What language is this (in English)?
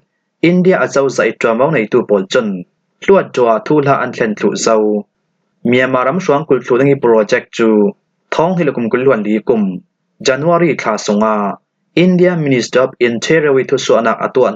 Falam Chin